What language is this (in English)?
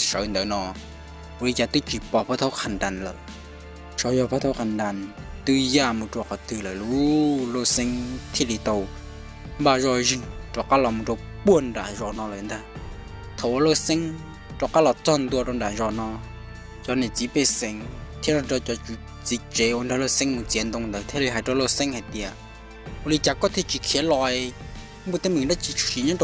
Hmong